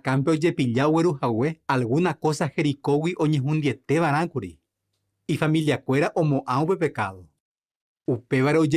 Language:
Guarani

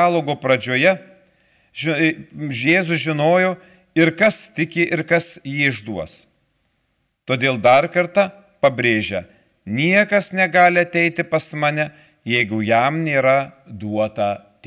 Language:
Lithuanian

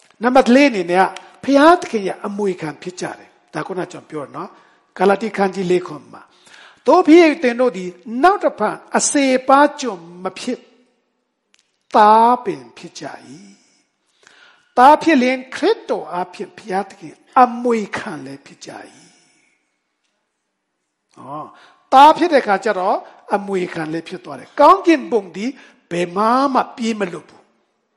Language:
Burmese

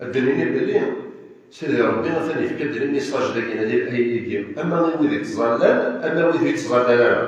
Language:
Kabyle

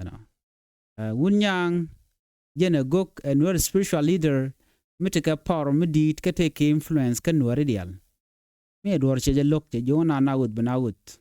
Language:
Nuer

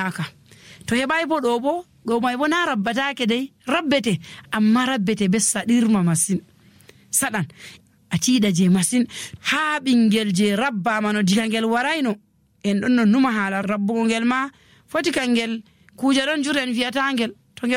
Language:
Nigerian Fulfulde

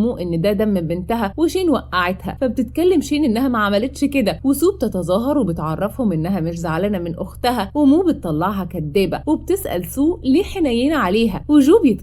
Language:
Egyptian Arabic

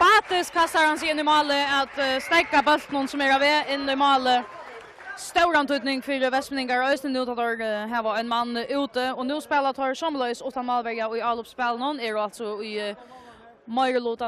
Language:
Faroese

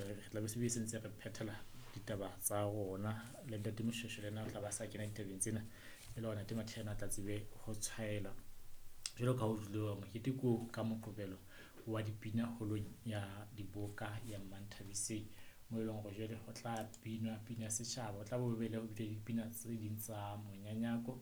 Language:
Southern Sotho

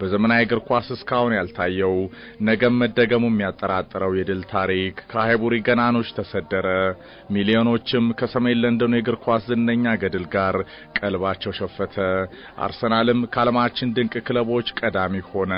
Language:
Amharic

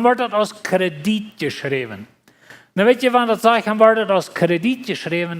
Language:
Plautdietsch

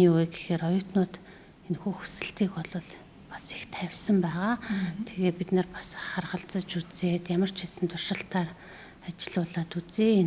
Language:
Mongolian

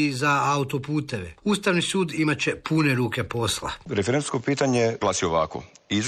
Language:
Croatian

